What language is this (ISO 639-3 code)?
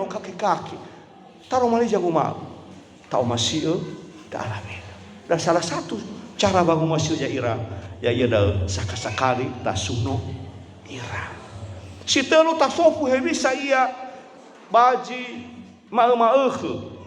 nia